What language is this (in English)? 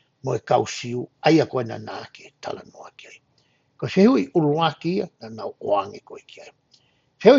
Tongan